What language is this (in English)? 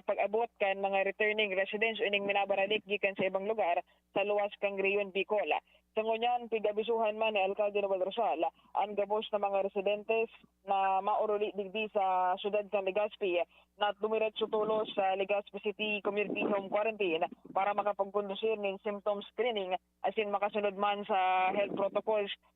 Bikol